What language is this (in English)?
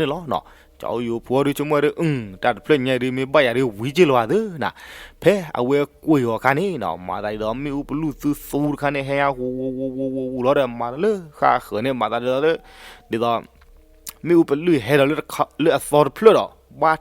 S'gaw Karen